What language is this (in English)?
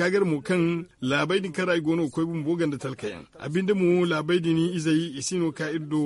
Zarma